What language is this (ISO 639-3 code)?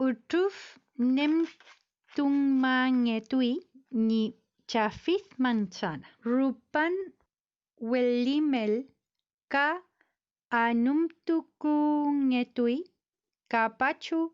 arn